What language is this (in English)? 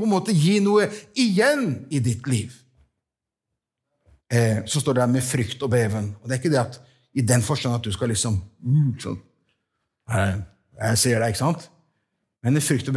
Norwegian